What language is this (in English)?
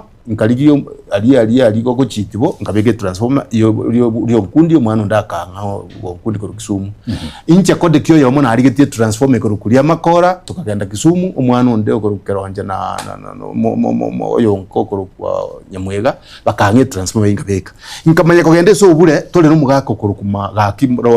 Gusii